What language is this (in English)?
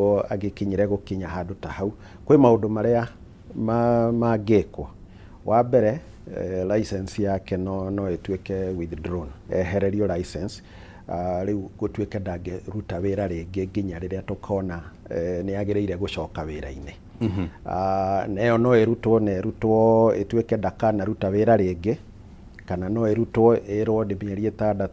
Kikuyu